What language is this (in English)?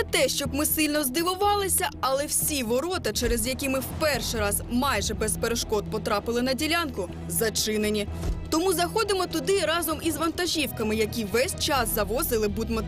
Ukrainian